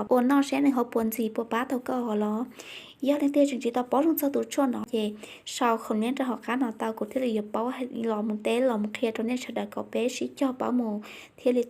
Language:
Hmong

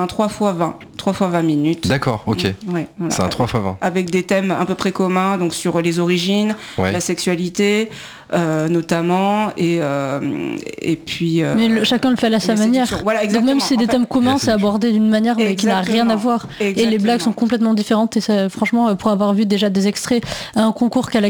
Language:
French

